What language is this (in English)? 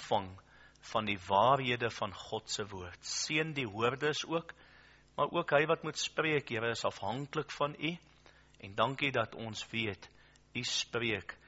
Afrikaans